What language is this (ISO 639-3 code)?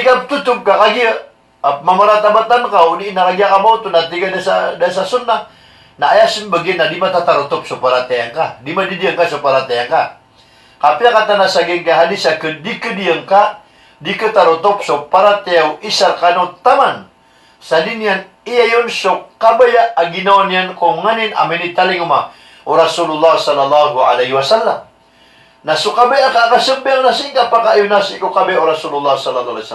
mrw